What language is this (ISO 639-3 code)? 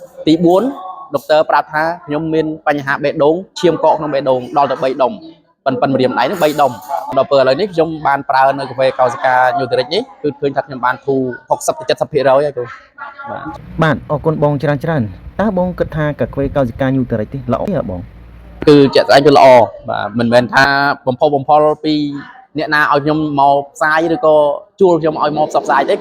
khm